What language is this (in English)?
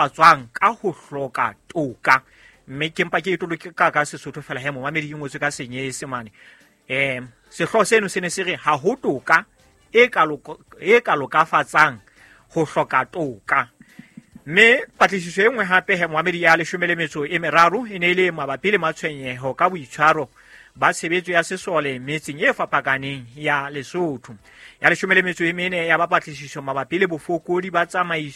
Southern Sotho